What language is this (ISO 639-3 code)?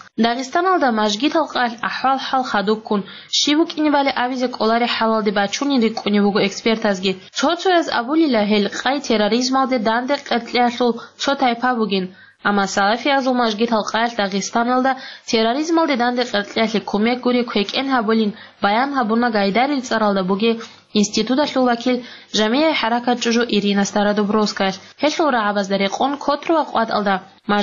ava